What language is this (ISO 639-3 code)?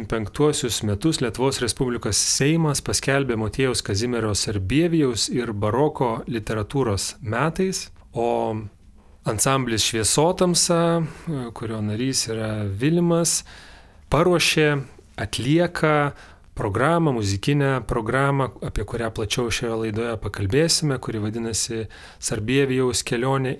lit